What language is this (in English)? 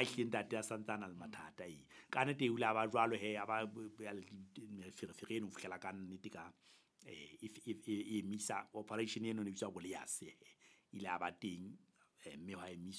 Southern Sotho